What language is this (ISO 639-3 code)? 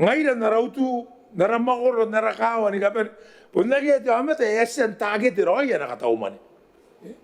gil